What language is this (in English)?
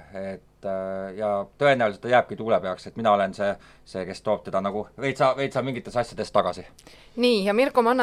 Estonian